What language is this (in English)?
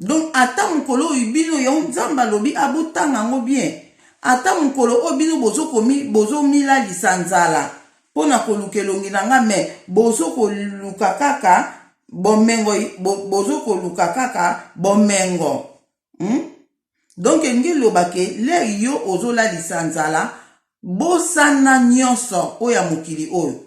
Lingala